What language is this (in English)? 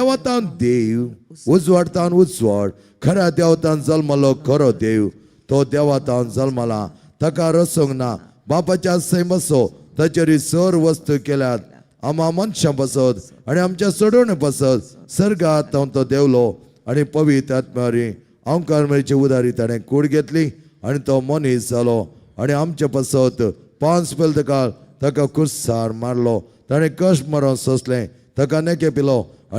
Konkani